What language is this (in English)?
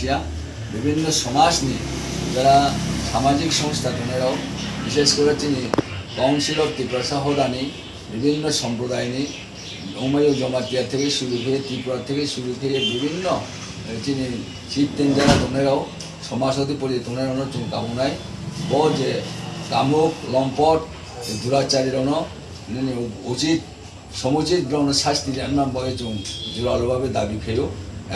Riang (India)